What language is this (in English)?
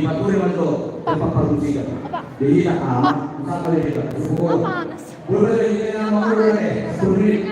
Batak Toba